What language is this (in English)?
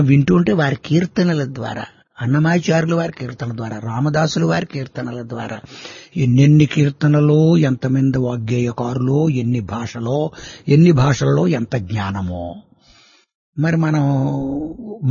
Telugu